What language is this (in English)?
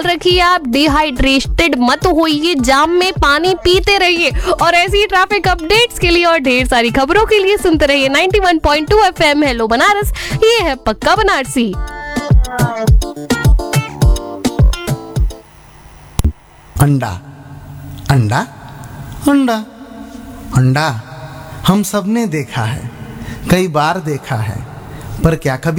Hindi